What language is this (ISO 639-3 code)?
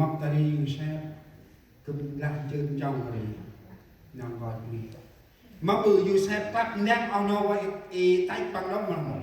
cmo